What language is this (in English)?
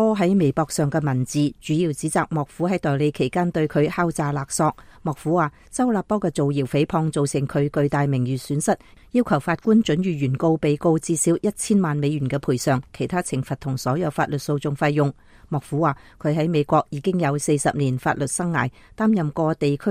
Cantonese